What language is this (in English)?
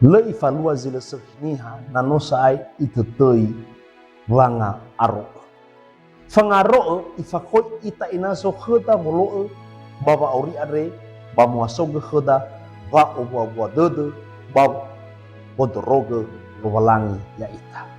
Nias